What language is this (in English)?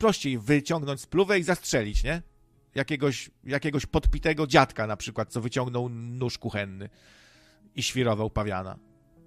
Polish